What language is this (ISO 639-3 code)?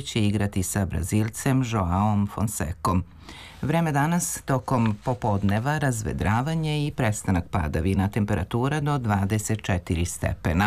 srp